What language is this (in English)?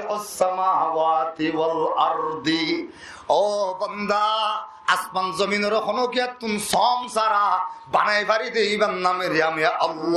Rohingya